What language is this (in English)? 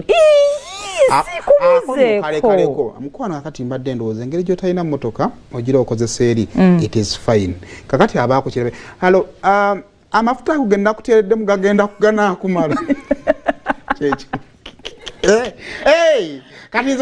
Ganda